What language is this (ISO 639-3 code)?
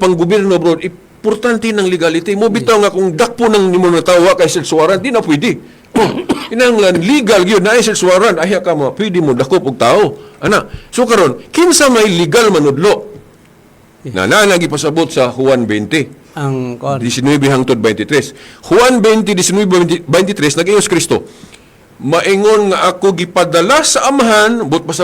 ceb